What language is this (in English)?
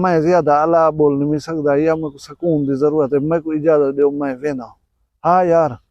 Saraiki